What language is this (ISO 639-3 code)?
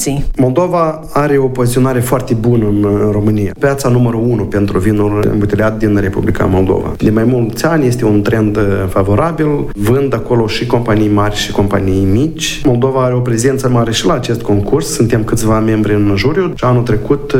ron